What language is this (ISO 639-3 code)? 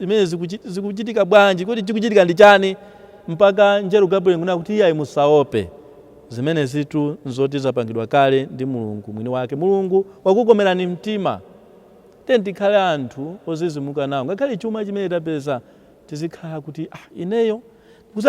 nya